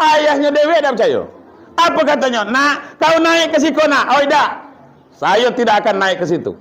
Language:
Minangkabau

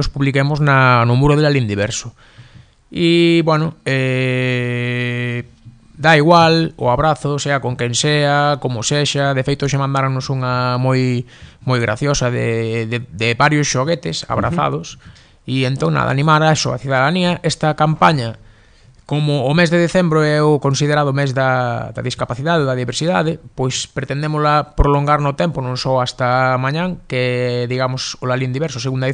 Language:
Galician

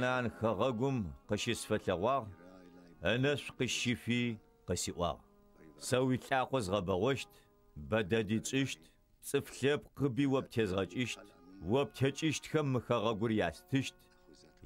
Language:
Adyghe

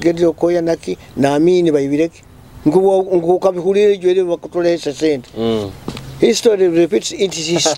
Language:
Nyoro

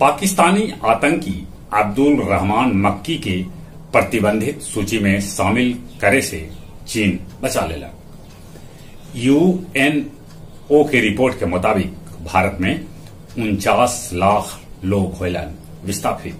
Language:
Magahi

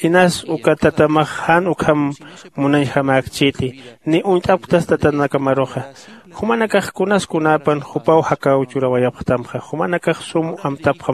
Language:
Aymara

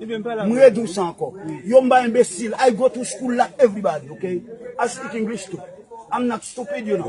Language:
Haitian Creole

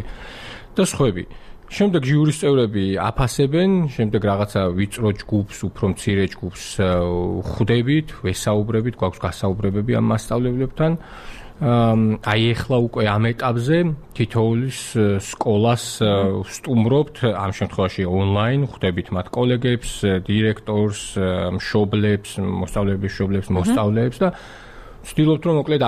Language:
Georgian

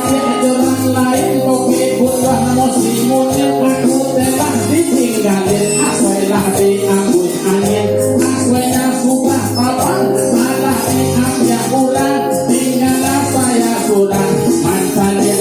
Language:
Minangkabau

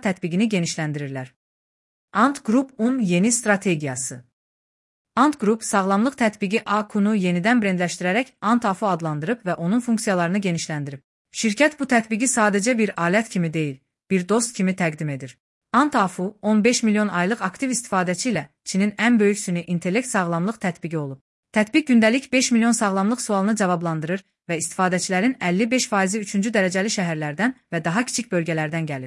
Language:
Azerbaijani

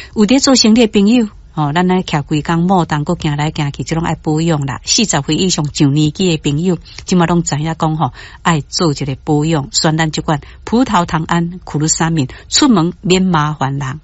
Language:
Min Nan Chinese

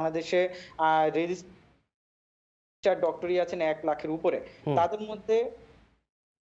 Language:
Bangla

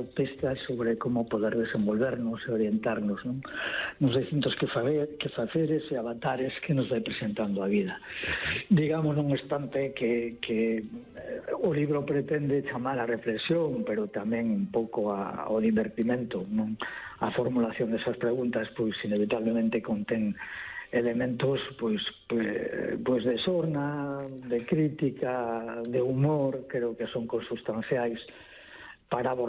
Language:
Galician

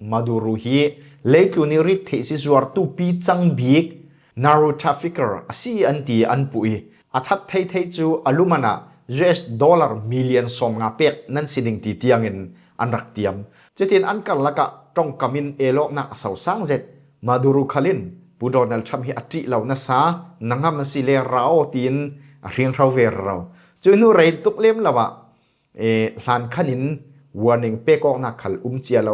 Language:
Falam Chin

